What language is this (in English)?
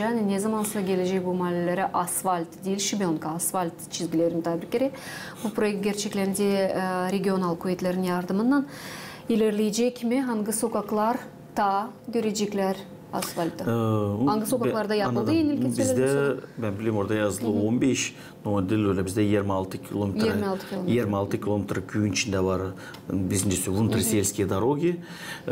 Gagauz